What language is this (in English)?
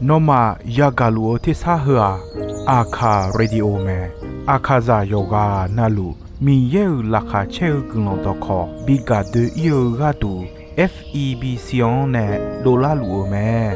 Akha